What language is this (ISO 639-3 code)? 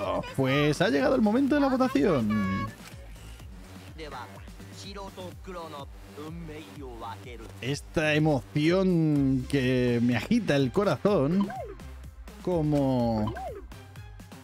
spa